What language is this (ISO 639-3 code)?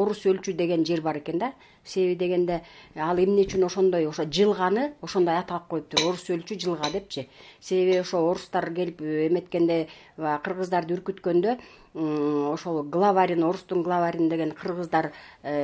kir